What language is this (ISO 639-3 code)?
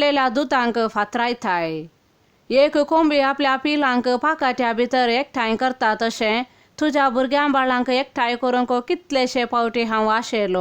kok